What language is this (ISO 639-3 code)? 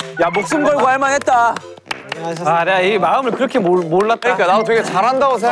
kor